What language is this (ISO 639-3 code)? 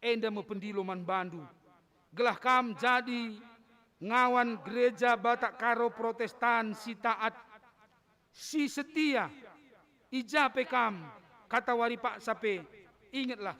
btx